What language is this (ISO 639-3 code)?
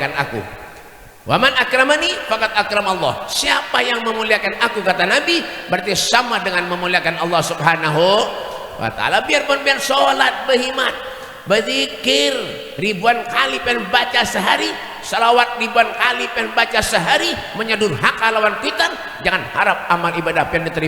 bjn